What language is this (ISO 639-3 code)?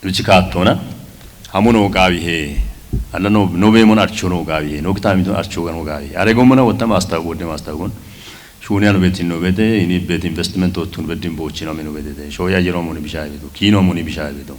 kbr